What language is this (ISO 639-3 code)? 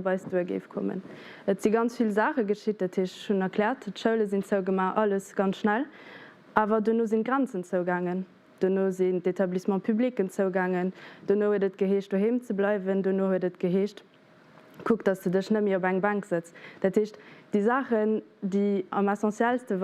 ltz